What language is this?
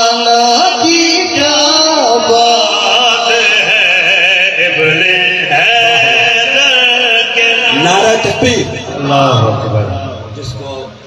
Saraiki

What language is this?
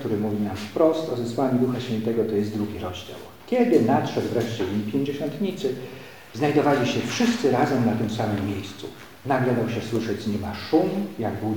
Polish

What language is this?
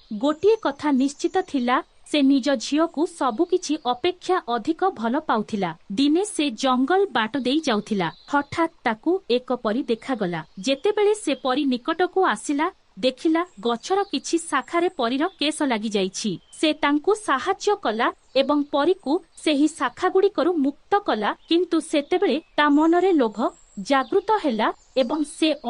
Odia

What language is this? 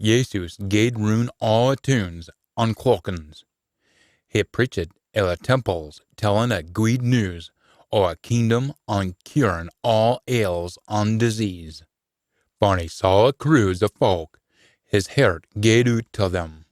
Scots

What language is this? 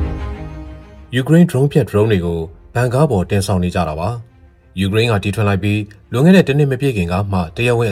Burmese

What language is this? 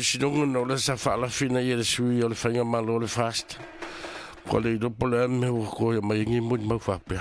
Samoan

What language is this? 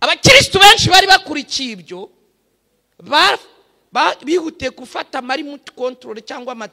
Kinyarwanda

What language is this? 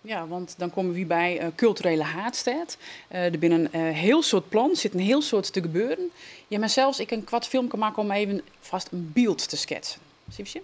Western Frisian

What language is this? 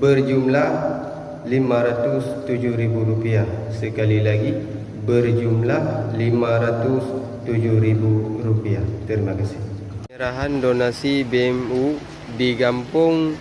Achinese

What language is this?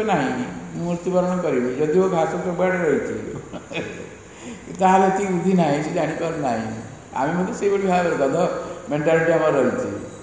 Odia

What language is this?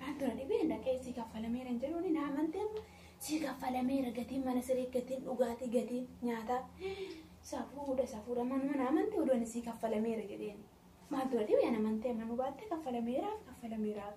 Oromo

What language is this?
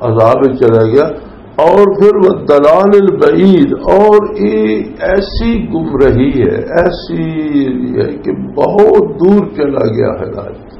Western Panjabi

